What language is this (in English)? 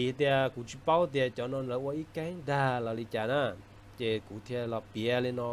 Hmong